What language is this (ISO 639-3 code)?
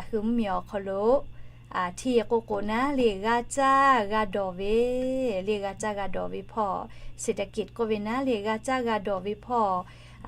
lhu